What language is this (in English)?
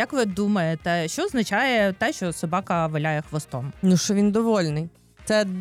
Ukrainian